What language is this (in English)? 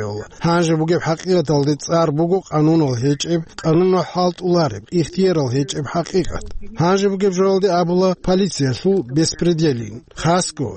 Avaric